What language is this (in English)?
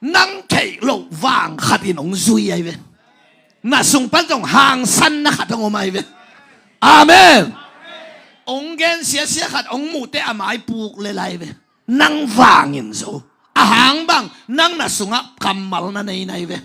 Tedim Chin